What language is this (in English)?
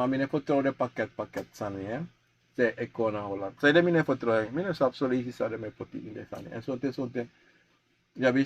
Sranan Tongo